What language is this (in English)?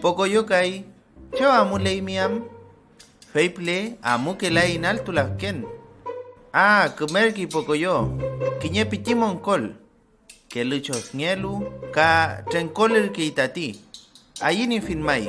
Mapuche